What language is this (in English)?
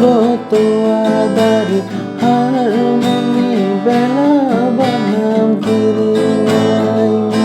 Santali